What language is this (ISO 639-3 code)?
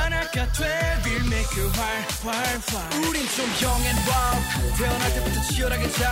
kor